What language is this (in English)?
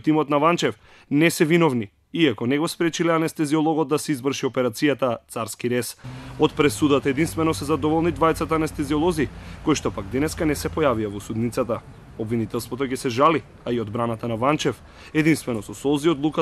Macedonian